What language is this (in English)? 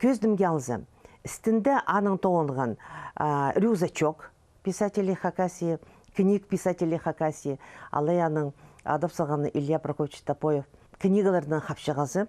Khakas